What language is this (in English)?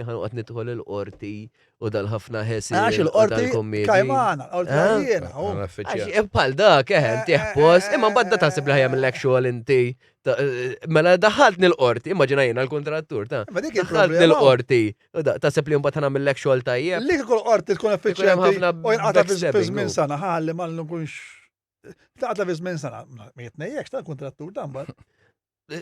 Maltese